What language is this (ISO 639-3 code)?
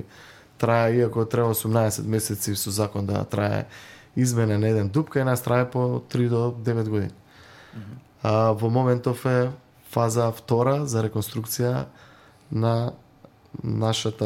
mkd